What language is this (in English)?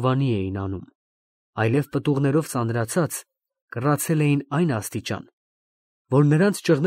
Armenian